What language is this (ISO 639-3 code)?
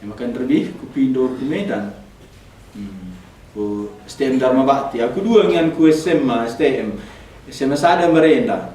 btx